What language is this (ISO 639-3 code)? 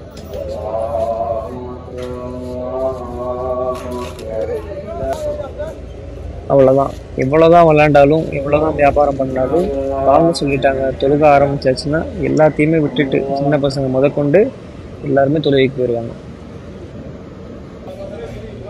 tam